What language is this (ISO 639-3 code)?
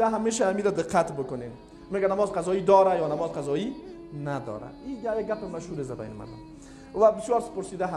fas